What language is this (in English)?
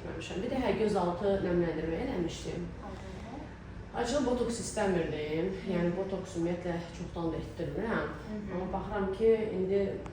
Azerbaijani